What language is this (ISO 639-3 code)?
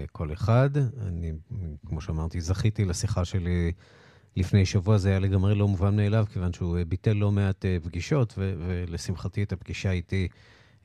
heb